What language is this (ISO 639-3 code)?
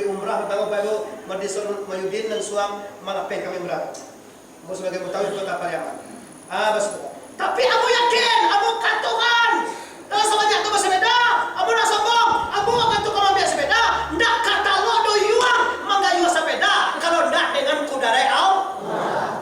min